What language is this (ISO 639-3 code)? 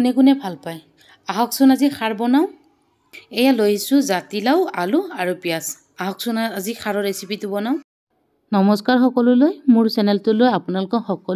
asm